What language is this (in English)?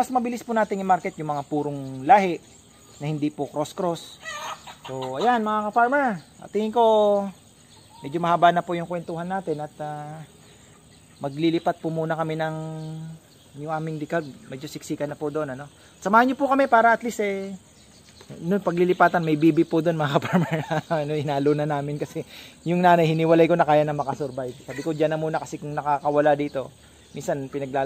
Filipino